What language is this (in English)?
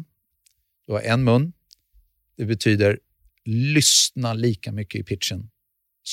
Swedish